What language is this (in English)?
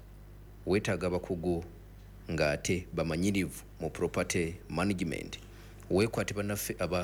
Ganda